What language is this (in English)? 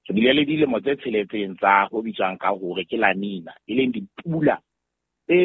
Southern Sotho